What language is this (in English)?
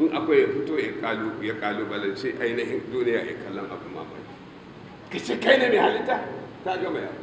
Hausa